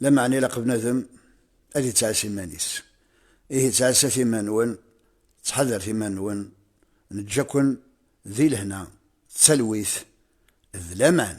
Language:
Kabyle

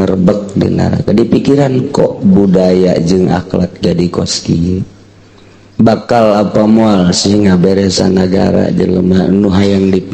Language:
Sundanese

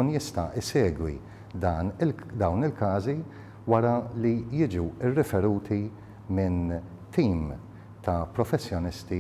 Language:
Maltese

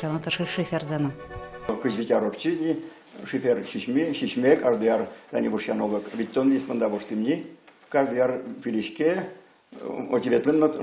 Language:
Udmurt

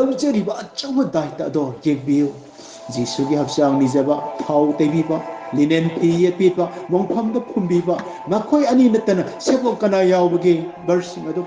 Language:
Manipuri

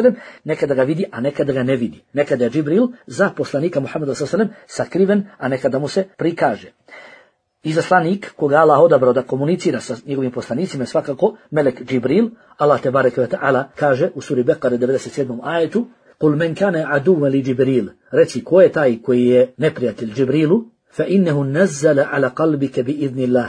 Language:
Bosnian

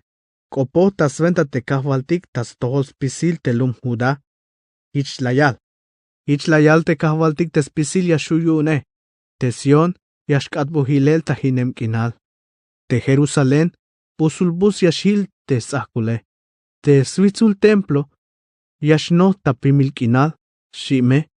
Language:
Tzeltal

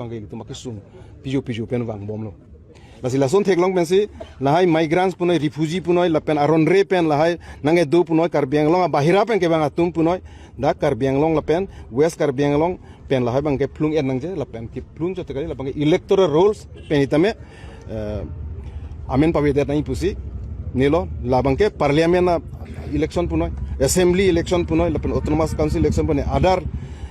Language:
Karbi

